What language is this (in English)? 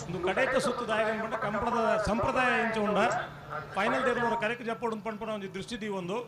Tulu